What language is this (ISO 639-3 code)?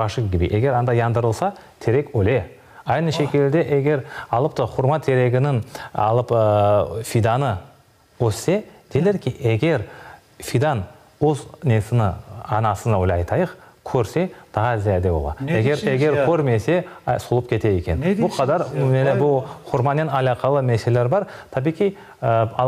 crh